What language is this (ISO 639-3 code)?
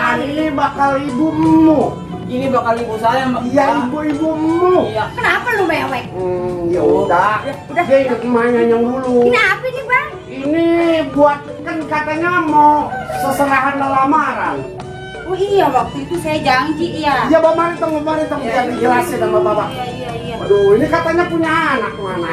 bew